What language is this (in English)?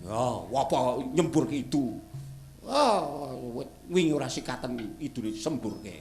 Javanese